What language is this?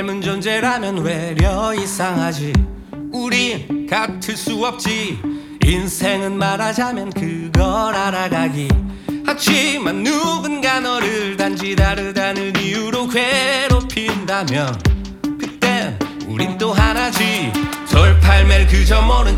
Korean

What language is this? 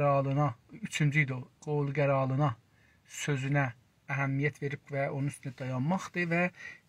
South Azerbaijani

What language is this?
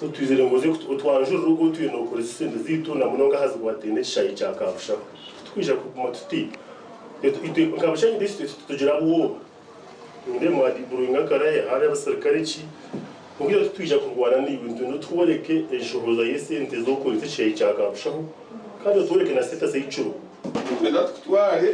Nyankole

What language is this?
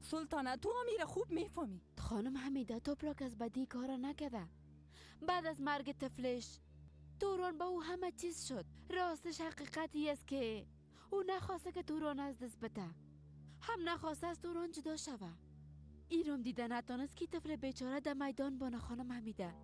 Persian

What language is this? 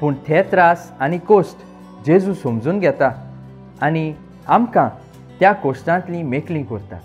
Konkani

